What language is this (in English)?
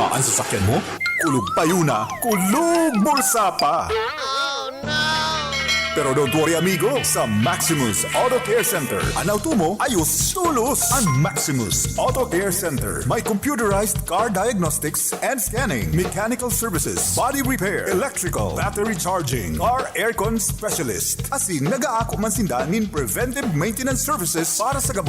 Bikol